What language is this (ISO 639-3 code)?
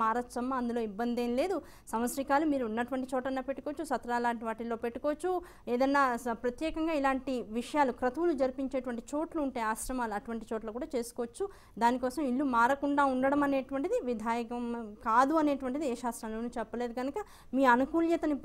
tel